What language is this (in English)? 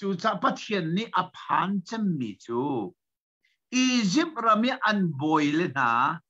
Hakha Chin